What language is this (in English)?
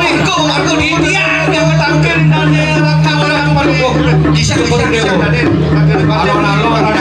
Balinese